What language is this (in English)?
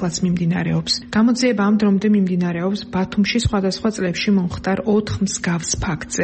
Georgian